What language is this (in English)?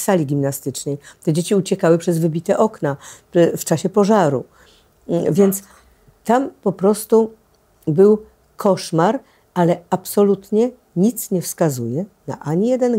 Polish